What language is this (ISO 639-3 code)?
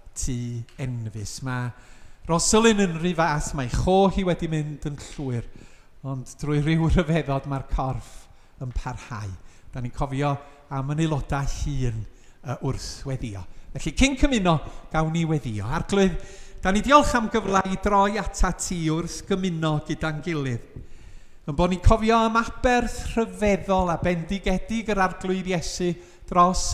cym